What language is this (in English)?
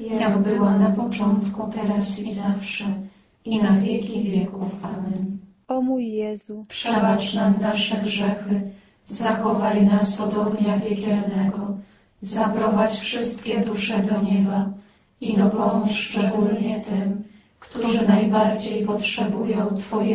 Polish